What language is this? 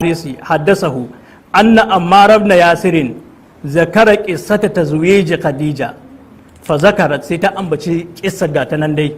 Hausa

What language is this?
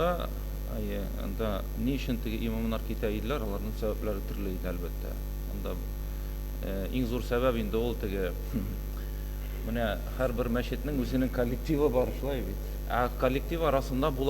Tatar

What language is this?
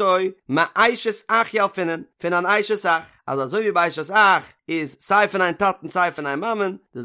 Yiddish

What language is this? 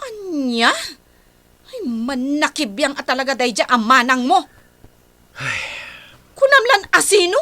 Iloko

